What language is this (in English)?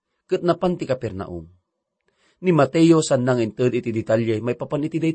Iloko